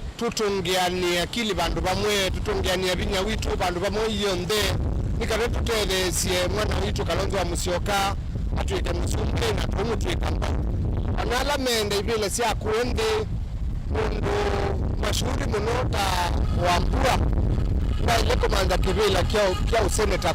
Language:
Kamba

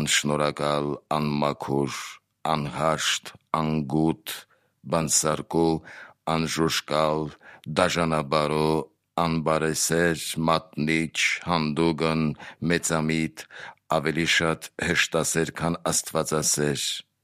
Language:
Armenian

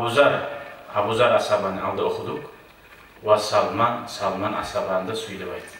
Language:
Kumyk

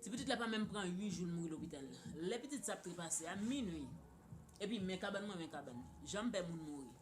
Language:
Haitian Creole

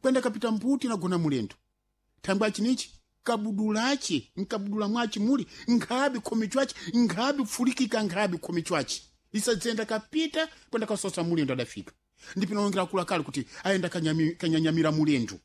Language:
Sena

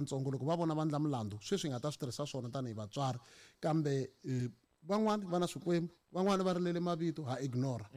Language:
Tsonga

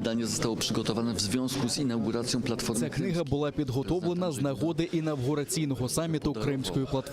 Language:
Crimean Tatar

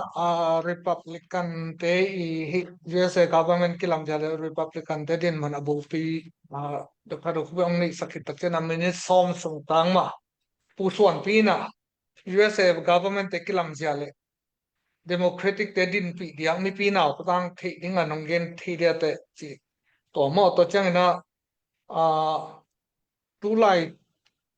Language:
Tedim Chin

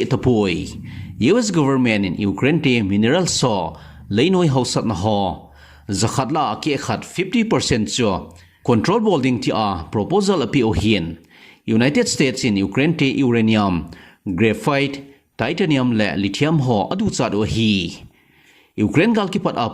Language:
Thado Chin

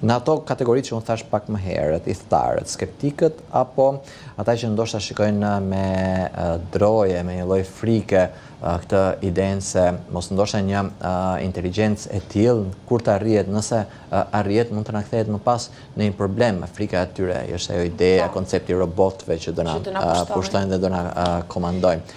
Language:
Albanian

